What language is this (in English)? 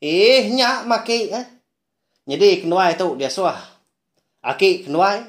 Iban